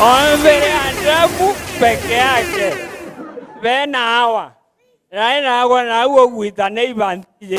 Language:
Meru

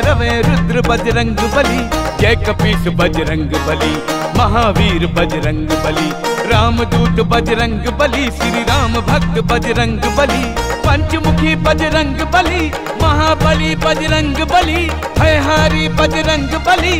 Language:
Hindi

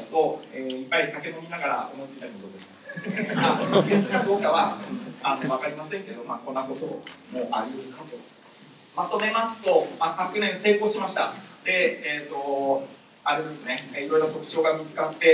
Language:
Japanese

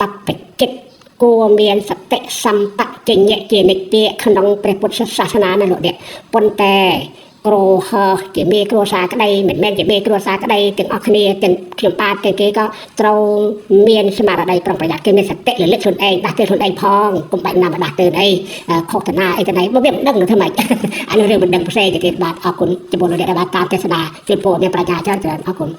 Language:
Khmer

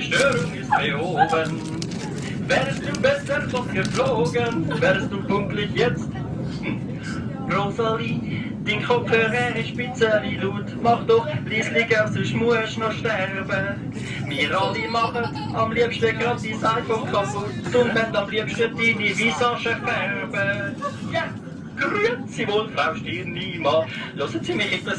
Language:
Swiss German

